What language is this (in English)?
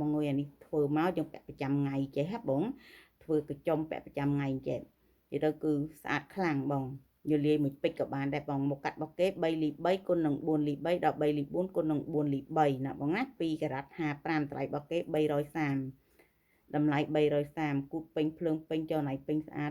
Khmer